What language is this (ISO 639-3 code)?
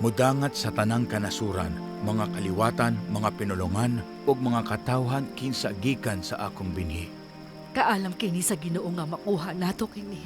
ceb